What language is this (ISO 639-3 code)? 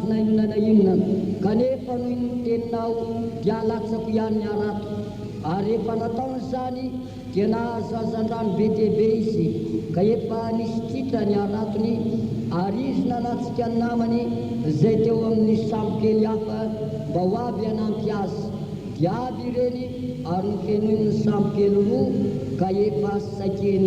mlg